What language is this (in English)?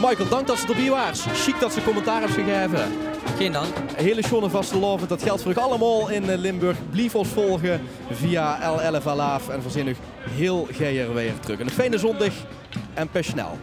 Limburgish